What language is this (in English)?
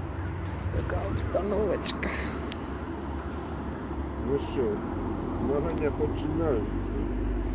Ukrainian